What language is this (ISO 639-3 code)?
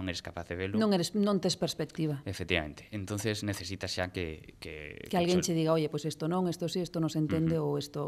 glg